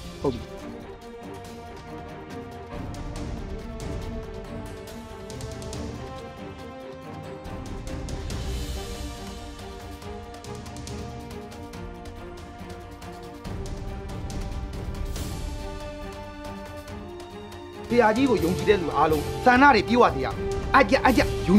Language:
Burmese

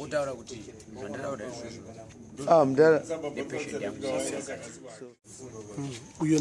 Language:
Shona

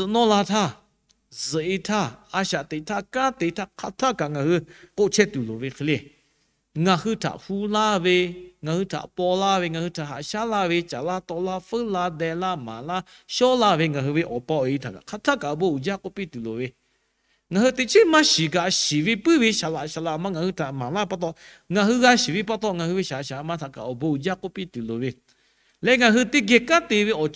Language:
Lahu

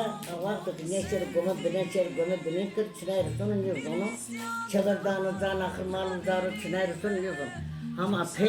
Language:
Zaza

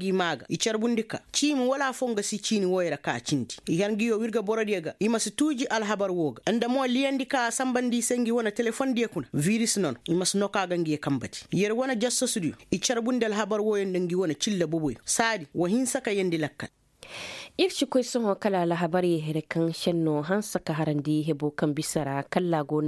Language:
Koyraboro Senni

